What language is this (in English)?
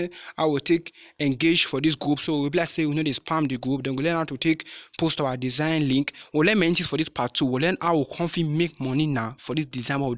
Nigerian Pidgin